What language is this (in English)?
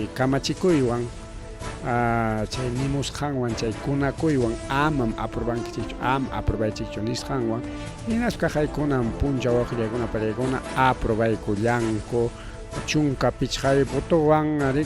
Ayacucho Quechua